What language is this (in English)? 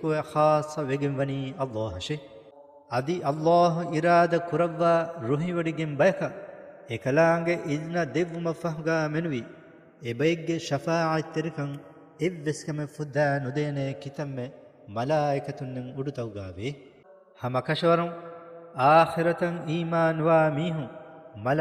Divehi